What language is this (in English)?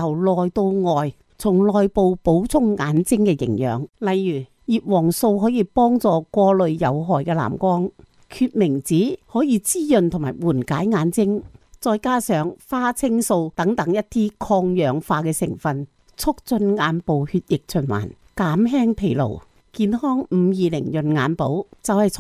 Cantonese